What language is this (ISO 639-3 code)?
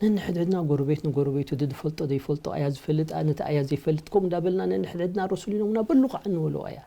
tir